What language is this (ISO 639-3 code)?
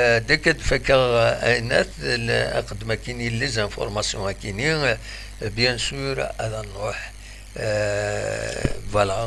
kab